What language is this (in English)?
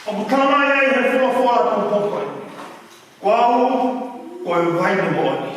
Tongan